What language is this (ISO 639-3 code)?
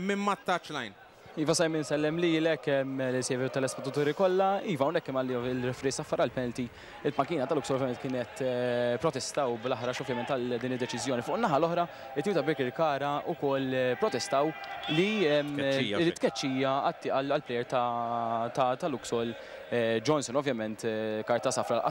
mlt